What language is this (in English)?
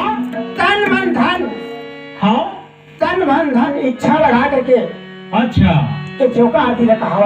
Chhattisgarhi